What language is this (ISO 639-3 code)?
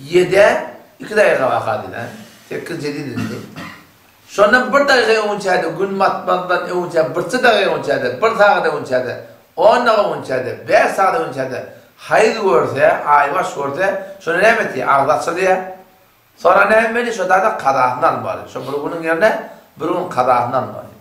tuk